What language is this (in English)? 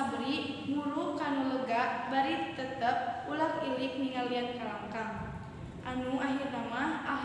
Sundanese